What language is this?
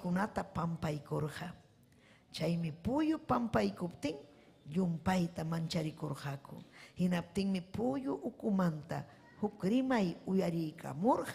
Ayacucho Quechua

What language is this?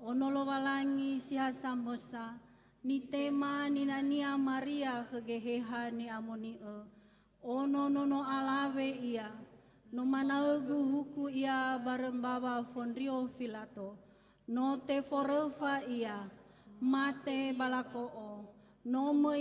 Nias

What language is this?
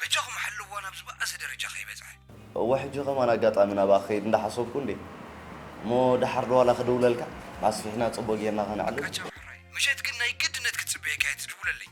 Tigrinya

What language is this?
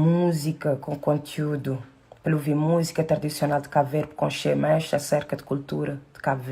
Kabuverdianu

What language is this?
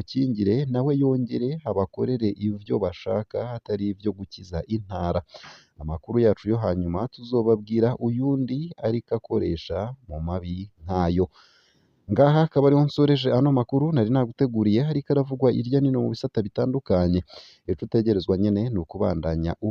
Rundi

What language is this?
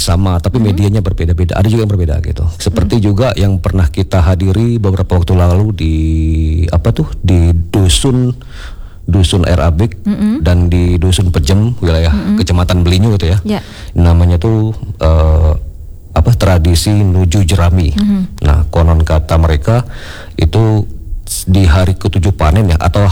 Indonesian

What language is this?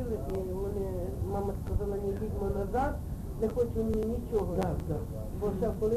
Ukrainian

